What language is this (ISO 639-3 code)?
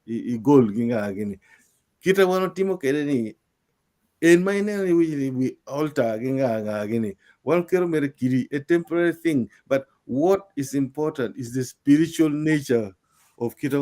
ach